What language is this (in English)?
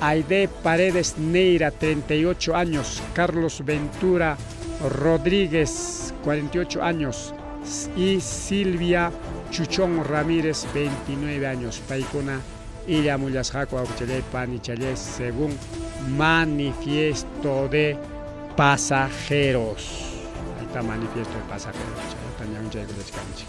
Ayacucho Quechua